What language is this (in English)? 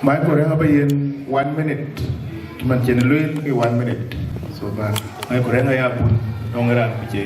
Dinka